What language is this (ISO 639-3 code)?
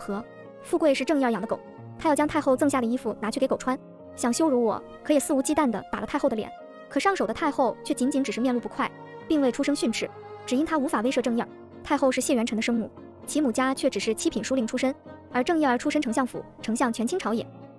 zho